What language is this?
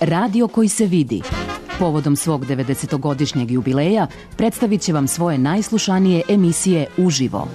Serbian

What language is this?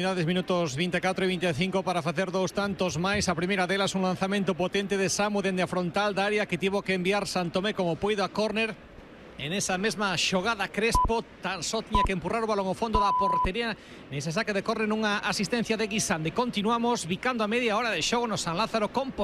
Galician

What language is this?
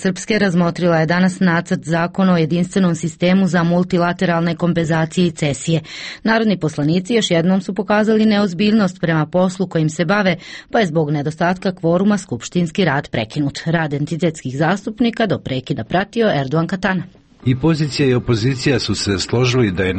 Croatian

